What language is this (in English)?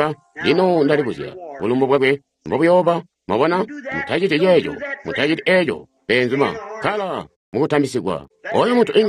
Tonga (Zambia)